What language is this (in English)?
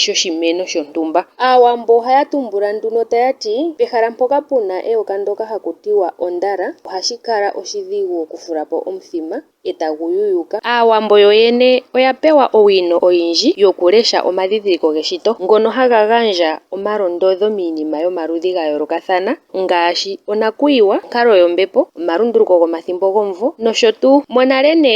Ndonga